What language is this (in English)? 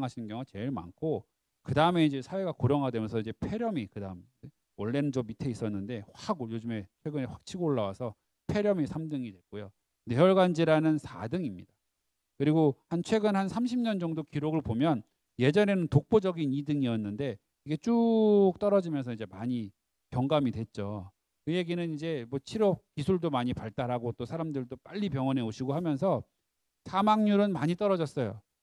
Korean